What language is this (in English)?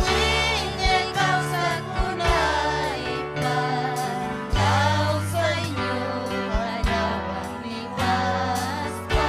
Ayacucho Quechua